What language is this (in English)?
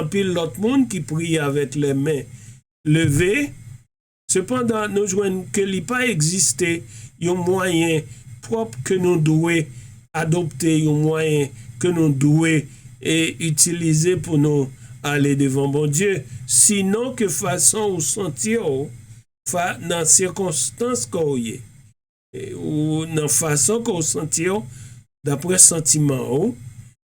Haitian Creole